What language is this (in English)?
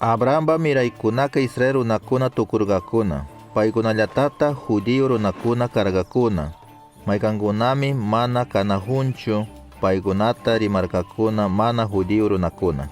Chimborazo Highland Quichua